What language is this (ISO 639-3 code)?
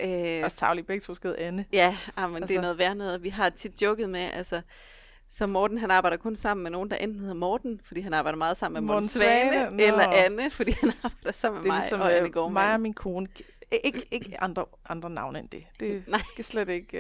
dan